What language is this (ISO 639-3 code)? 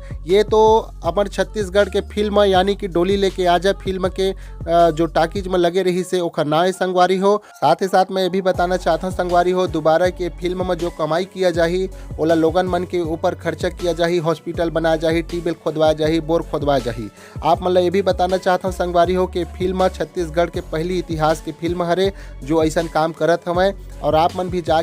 hne